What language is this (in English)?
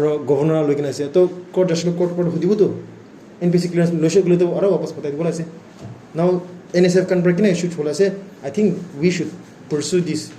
Naga Pidgin